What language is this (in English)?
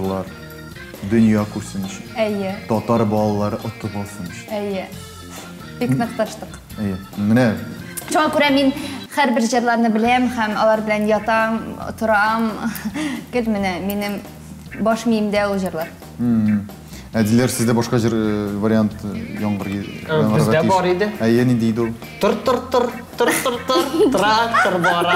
Tatar